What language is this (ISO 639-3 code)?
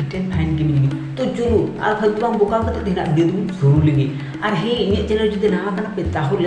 sat